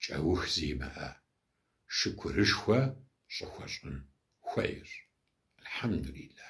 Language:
Kabardian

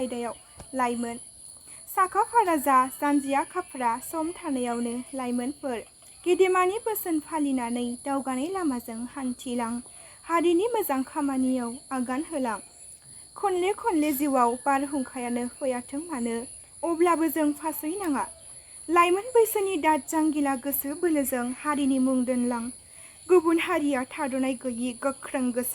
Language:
Bodo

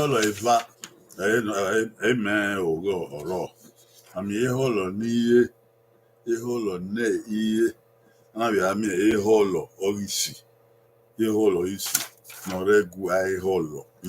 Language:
Bini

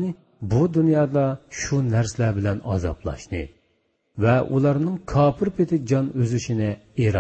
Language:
Uyghur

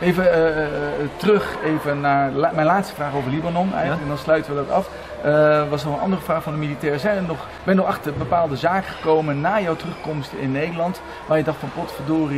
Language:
Dutch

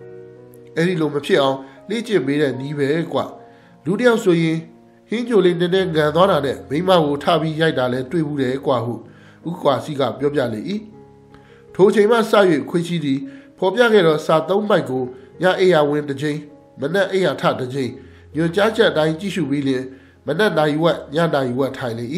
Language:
Burmese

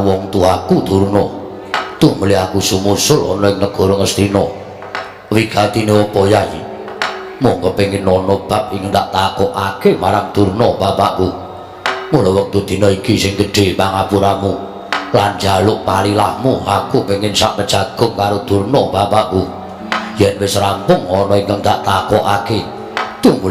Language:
Javanese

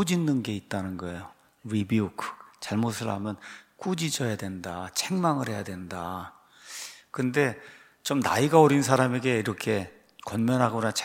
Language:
Korean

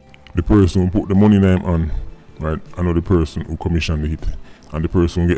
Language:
Jamaican Creole English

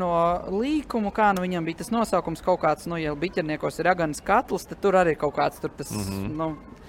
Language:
Latvian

